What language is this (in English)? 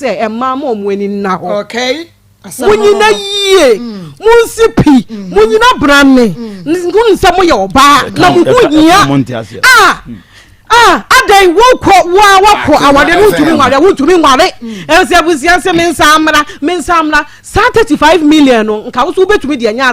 Akan